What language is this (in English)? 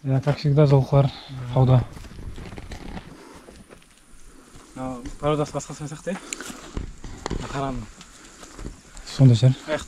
Kazakh